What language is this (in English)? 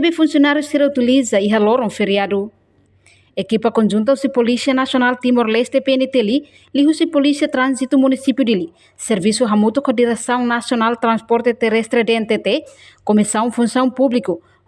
Tetum